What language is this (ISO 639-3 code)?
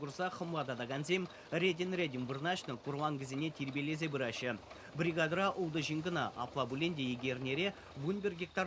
chv